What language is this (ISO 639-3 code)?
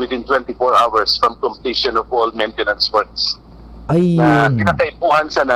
bik